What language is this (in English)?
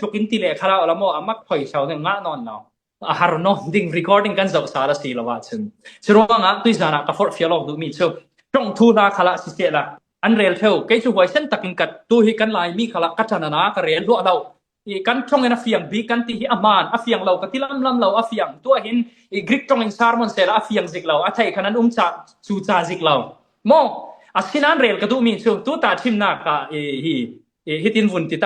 Falam Chin